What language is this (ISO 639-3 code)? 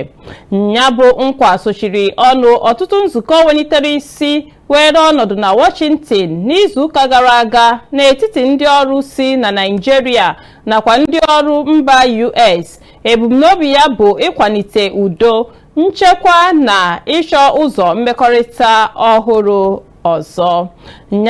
ibo